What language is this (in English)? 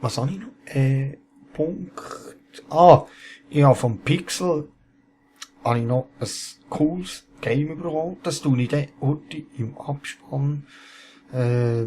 Swiss German